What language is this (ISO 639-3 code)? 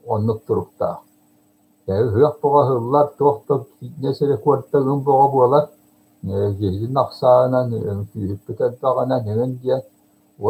sah